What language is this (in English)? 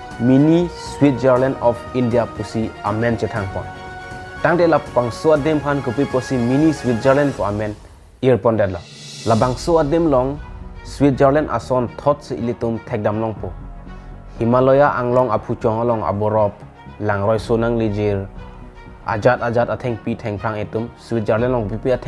Karbi